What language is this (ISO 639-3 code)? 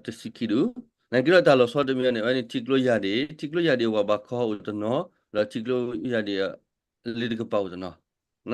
ksw